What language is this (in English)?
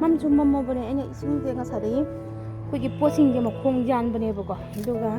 Manipuri